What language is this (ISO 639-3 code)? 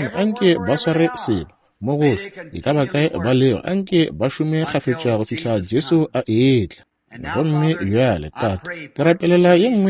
nso